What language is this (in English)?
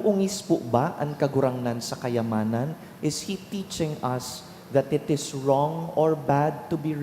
Bikol